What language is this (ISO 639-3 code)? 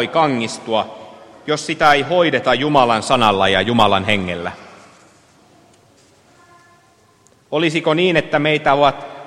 fin